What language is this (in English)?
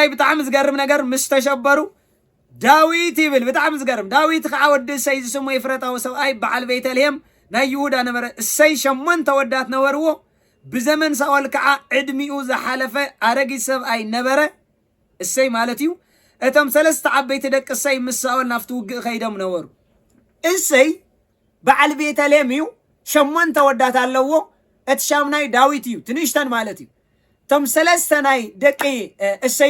Tigrinya